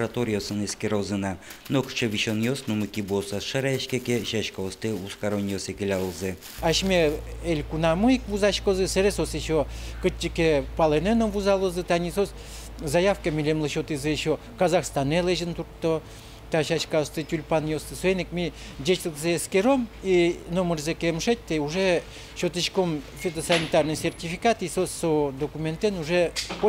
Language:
Udmurt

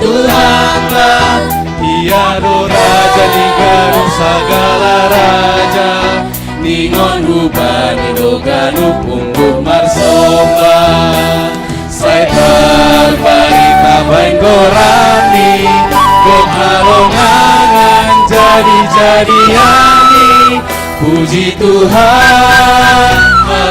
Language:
Batak Simalungun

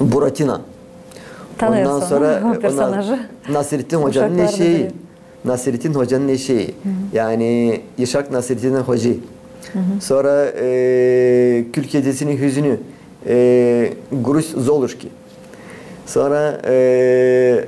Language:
Gagauz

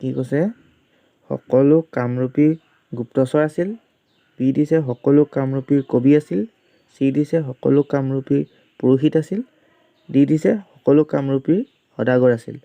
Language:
Assamese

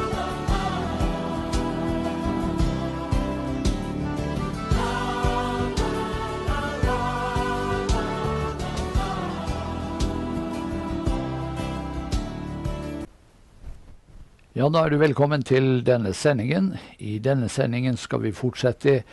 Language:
Norwegian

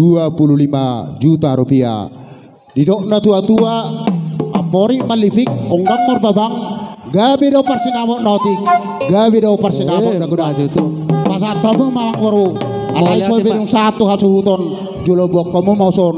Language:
Batak Toba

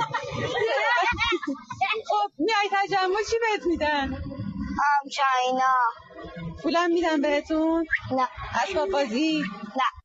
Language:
Persian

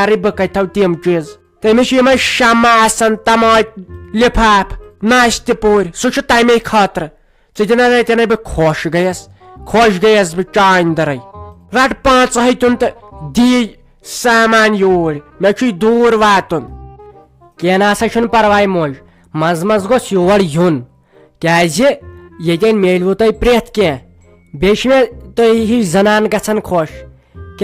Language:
Kashmiri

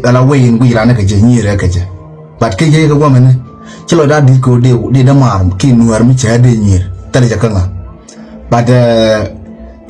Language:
Nuer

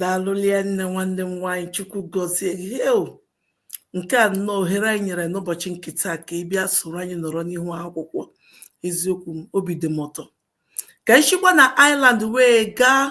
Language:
Igbo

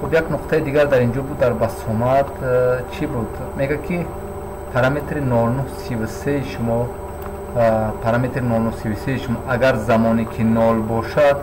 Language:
Tajik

